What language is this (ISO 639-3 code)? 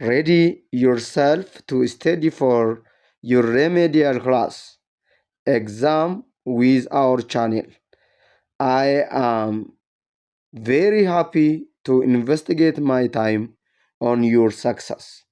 eng